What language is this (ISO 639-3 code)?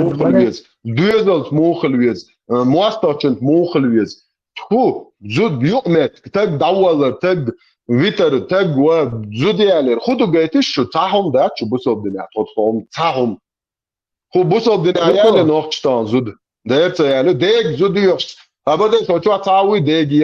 che